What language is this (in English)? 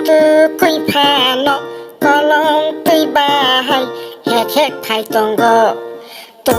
Kok Borok